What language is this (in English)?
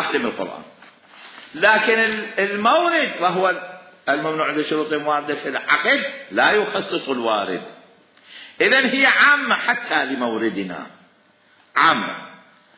Mesopotamian Arabic